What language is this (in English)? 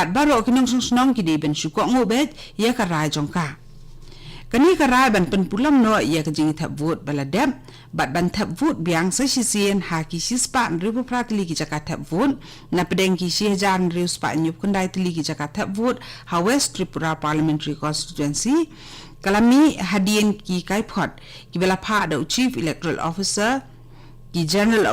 Khasi